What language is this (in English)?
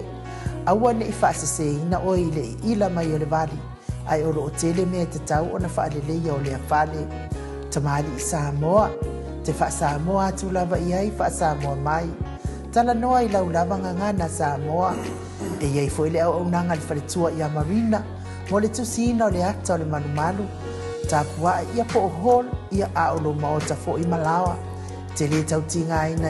Samoan